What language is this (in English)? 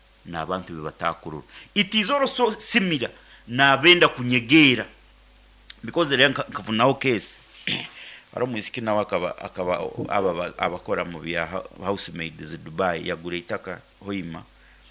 Nyoro